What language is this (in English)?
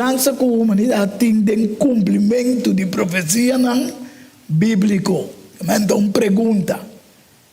Papiamento